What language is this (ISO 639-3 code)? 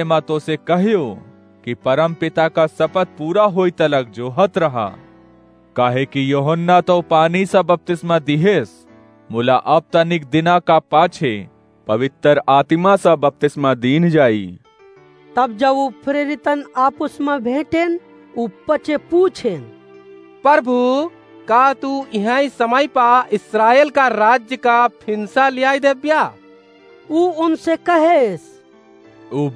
awa